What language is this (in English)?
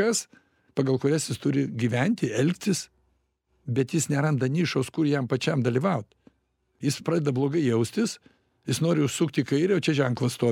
Lithuanian